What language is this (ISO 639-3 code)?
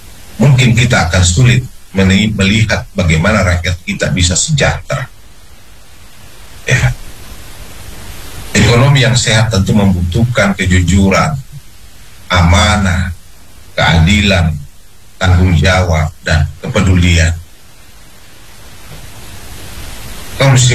ind